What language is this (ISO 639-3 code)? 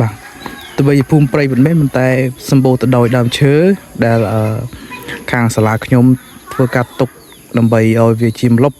khm